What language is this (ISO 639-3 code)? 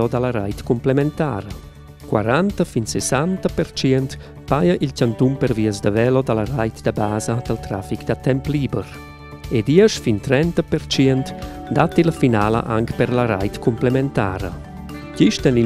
roh